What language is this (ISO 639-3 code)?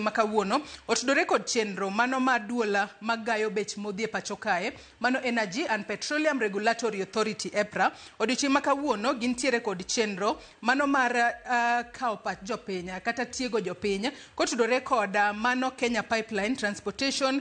luo